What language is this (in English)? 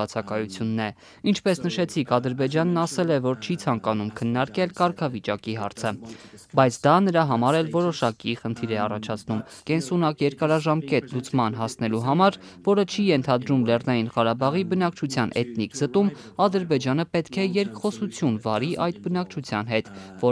Armenian